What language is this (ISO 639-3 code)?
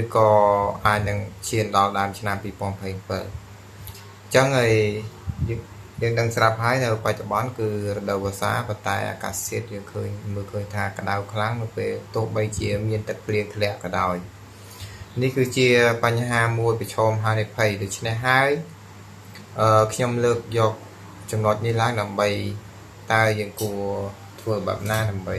khm